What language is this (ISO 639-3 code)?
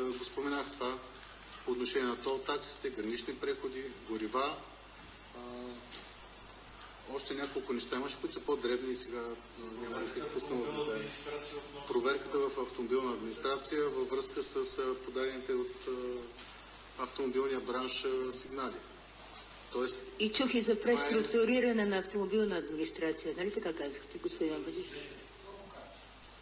bul